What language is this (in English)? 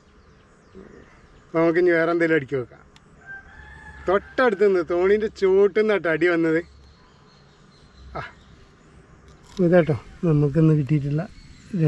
Malayalam